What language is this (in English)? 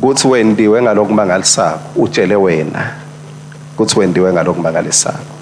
Swati